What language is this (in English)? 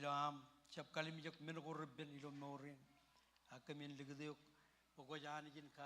Marshallese